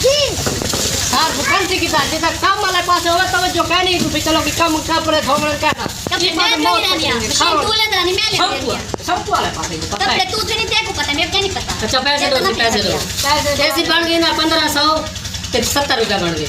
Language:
Saraiki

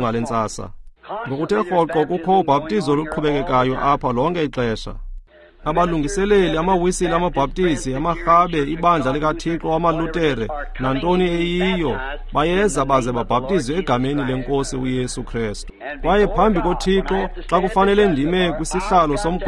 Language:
Xhosa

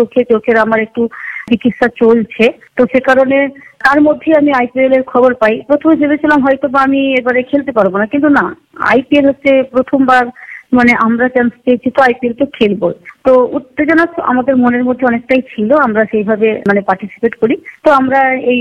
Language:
Bangla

